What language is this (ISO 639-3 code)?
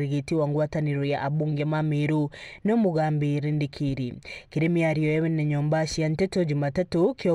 mer